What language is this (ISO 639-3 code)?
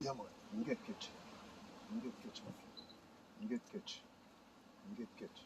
jam